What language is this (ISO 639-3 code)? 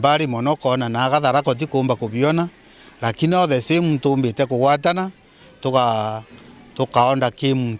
mer